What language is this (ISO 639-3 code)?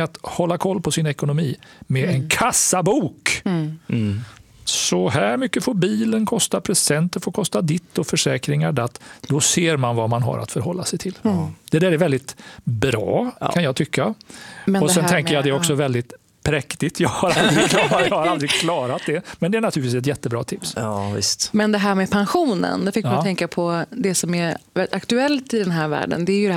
swe